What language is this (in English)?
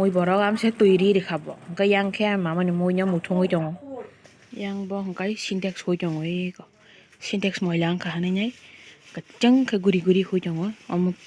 Kok Borok